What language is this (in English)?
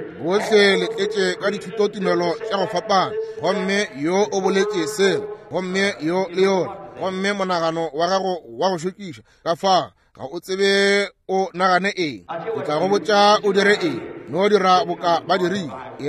Northern Sotho